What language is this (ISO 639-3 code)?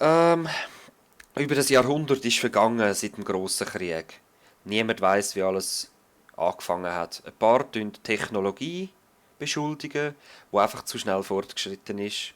gsw